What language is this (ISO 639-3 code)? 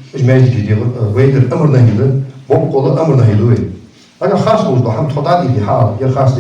inh